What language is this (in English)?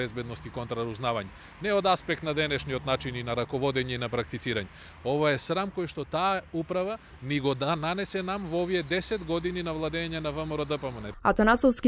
Macedonian